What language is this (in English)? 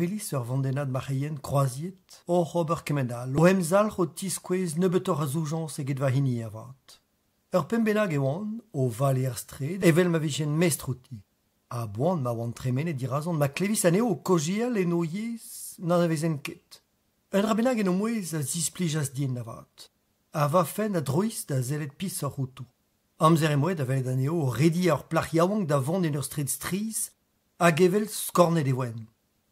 Breton